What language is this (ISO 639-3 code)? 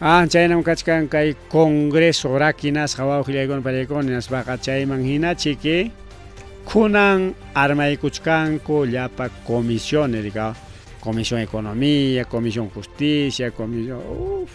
quy